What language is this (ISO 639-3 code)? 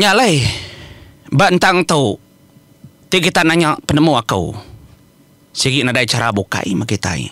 iba